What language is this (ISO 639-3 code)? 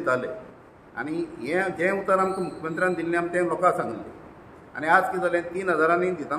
kok